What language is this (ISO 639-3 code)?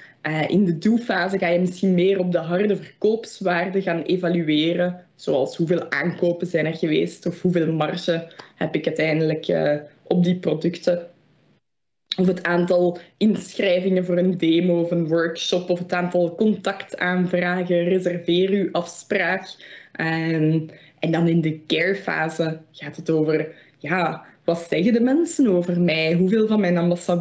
nld